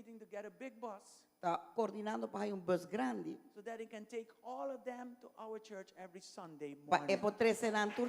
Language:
Papiamento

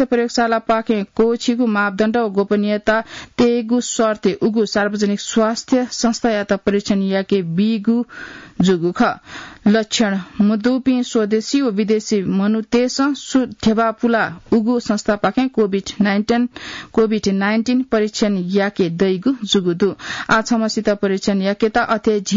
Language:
Newari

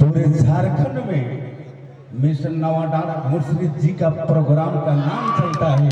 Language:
Sadri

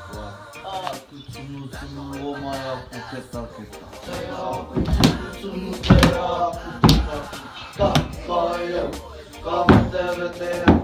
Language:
Māori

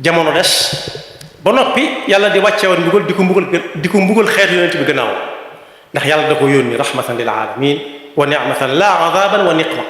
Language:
Wolof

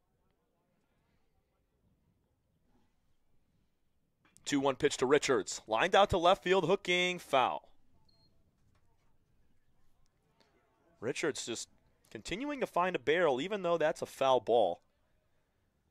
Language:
English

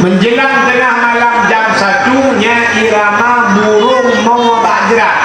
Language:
Achinese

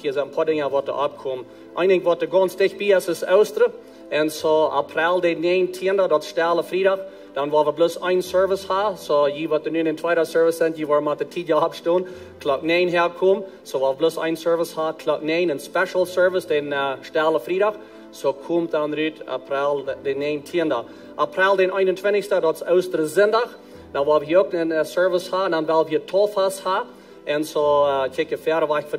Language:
Plautdietsch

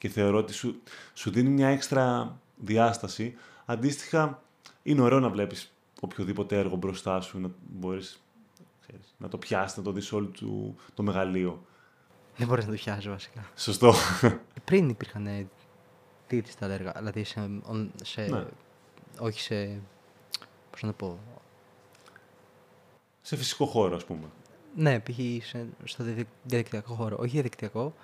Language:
Greek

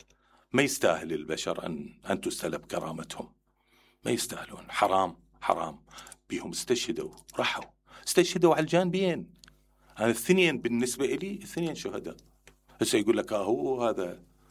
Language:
Mesopotamian Arabic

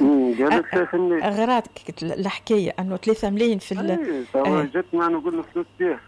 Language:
Tunisian Arabic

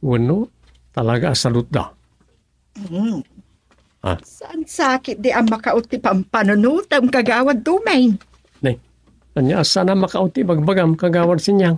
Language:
Iloko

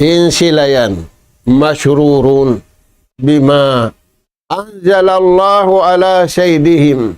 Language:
Tausug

